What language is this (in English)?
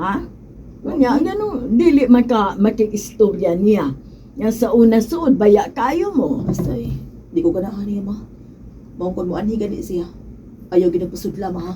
Cebuano